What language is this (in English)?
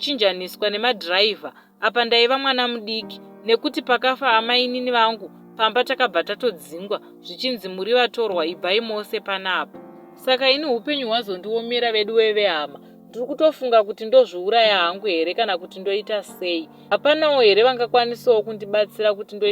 Shona